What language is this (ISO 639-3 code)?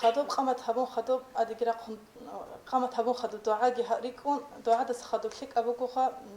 ava